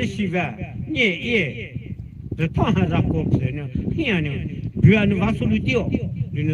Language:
Poumei Naga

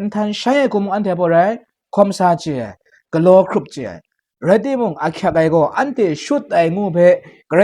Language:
Kachin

